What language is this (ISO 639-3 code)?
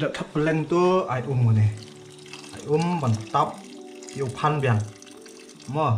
kha